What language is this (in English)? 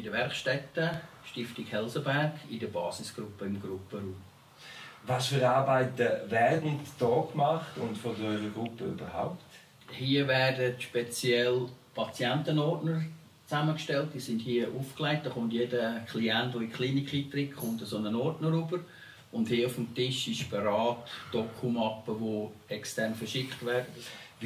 Swiss German